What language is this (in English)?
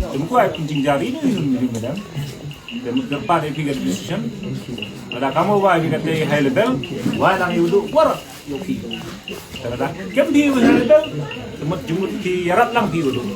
Khasi